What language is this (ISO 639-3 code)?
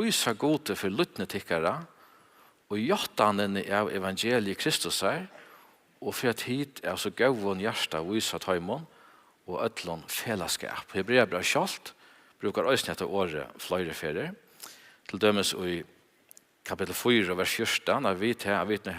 fao